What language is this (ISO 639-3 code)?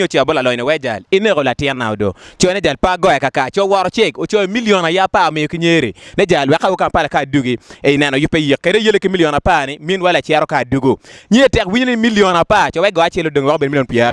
ach